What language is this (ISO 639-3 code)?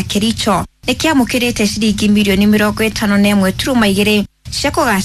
kik